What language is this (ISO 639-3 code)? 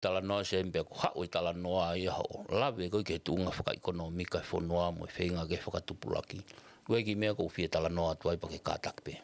ton